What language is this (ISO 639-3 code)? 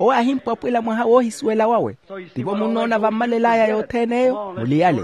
vmw